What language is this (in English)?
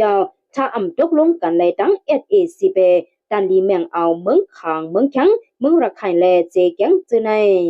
Shan